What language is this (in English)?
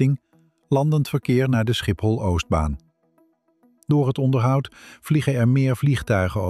Dutch